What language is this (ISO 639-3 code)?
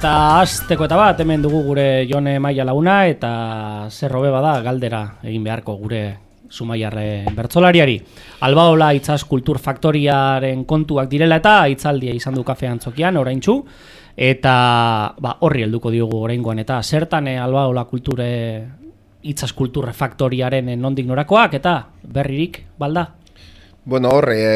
eus